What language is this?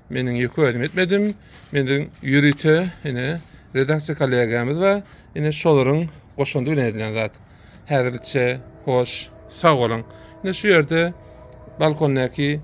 Turkmen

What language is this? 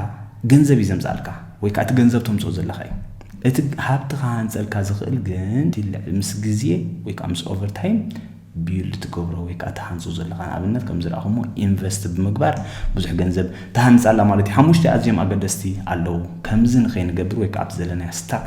Tigrinya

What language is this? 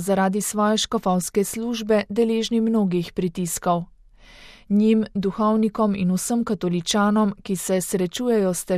Slovenian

